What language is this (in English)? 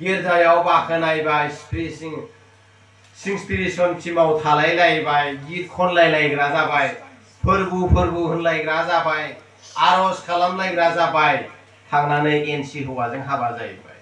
Bodo